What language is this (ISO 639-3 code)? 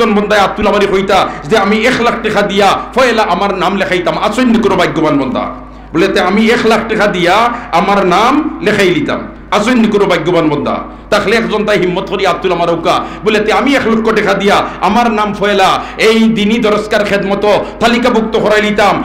syl